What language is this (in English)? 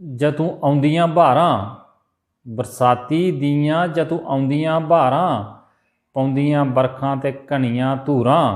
Dogri